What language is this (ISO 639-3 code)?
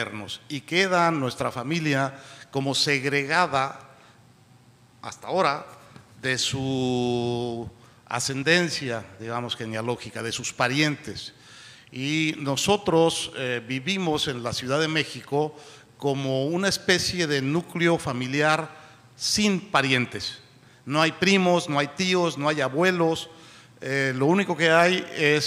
spa